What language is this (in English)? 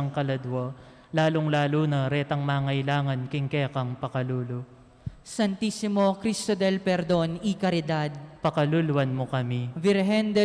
Pampanga